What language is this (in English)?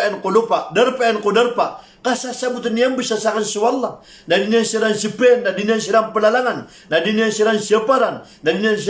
Maranao